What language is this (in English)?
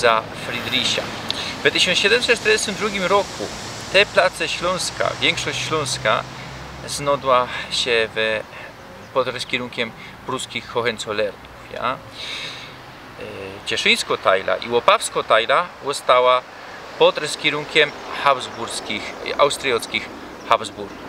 Silesian